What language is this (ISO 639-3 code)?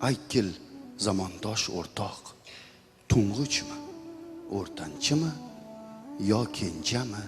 kaa